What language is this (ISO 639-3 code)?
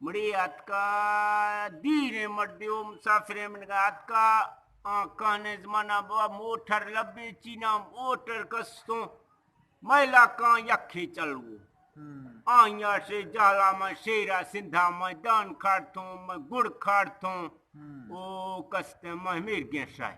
bgp